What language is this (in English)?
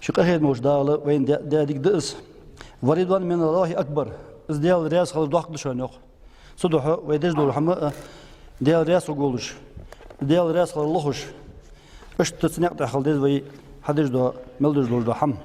Ingush